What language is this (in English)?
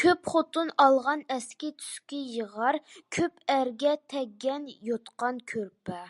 Uyghur